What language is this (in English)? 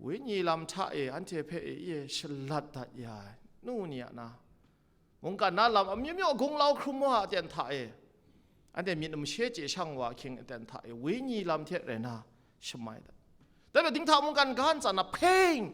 Kachin